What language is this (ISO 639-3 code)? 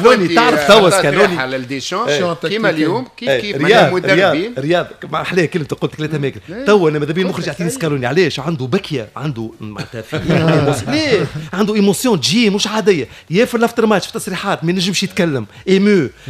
aeb